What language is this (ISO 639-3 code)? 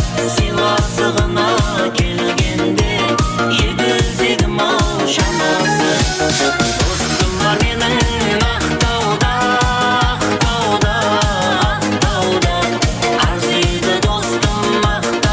kaa